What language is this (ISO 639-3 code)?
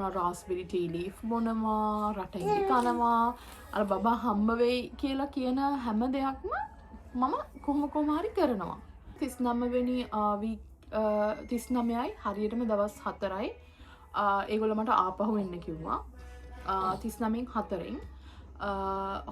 sin